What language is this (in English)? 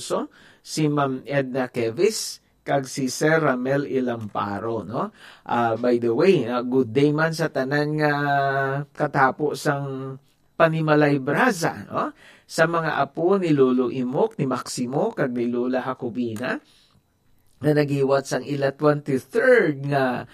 Hiligaynon